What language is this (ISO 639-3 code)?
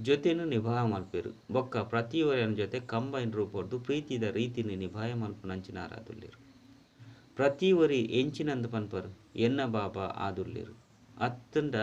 tcy